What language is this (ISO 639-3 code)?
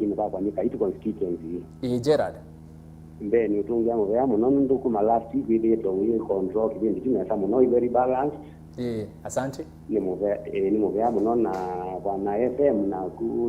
kam